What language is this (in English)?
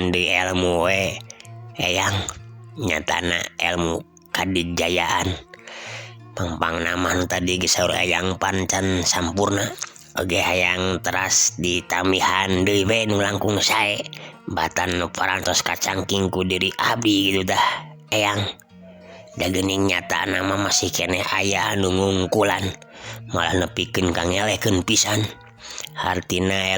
Sundanese